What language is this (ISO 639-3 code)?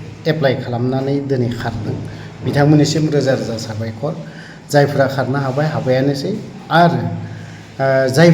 brx